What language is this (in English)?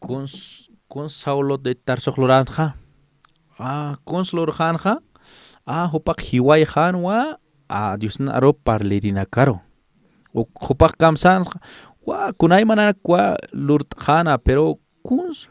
Aymara